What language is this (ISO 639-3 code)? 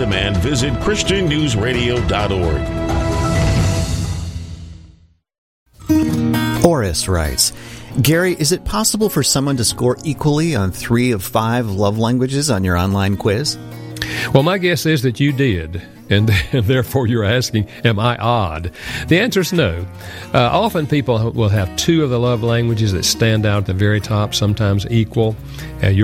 eng